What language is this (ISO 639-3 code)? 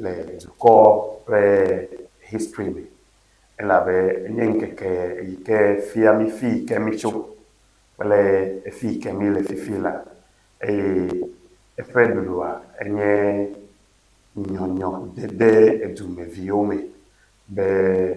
ewe